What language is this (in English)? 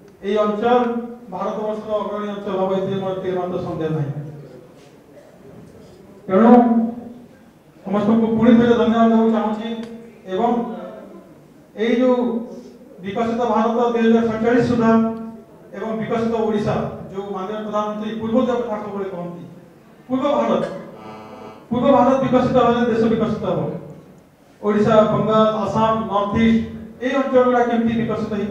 Odia